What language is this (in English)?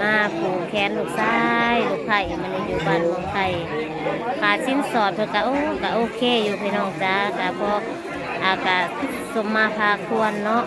Northeastern Thai